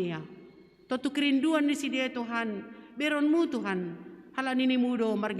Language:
Batak Simalungun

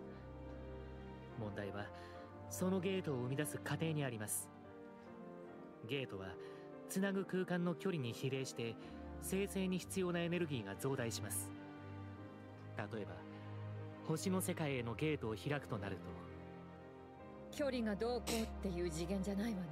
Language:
Japanese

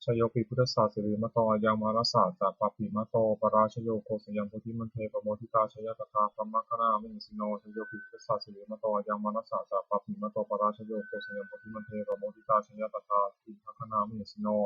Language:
Pali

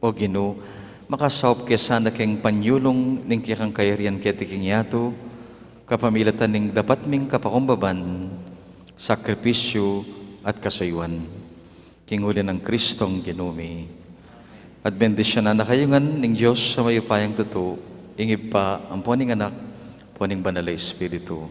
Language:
Pampanga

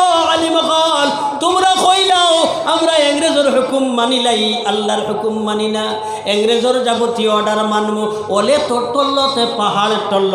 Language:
Sylheti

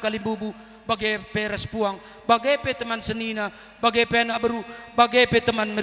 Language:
Batak Karo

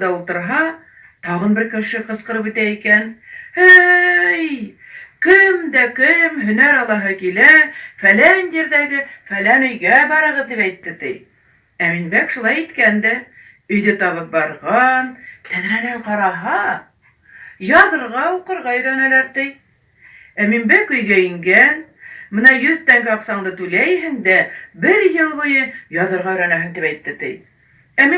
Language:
Bashkir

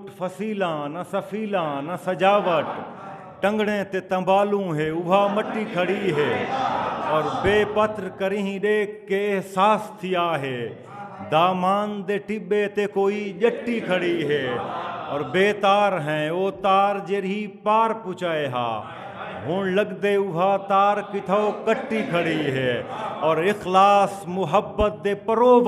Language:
Saraiki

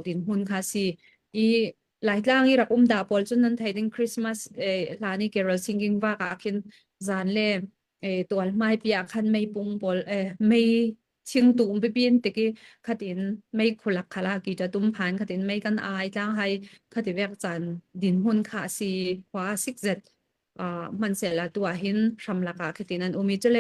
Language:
Falam Chin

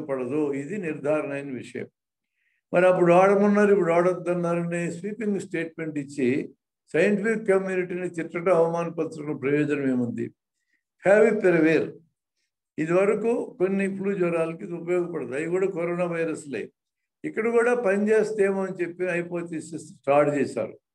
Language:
Telugu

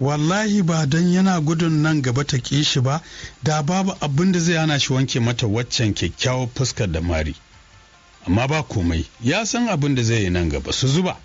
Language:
Hausa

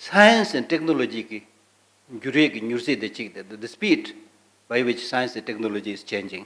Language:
Tibetan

